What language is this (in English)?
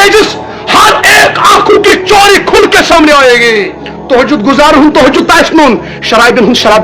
Kashmiri